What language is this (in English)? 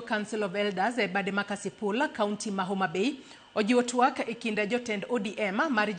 Luo (Kenya and Tanzania)